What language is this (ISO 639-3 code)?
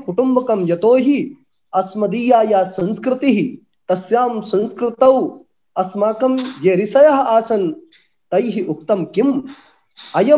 san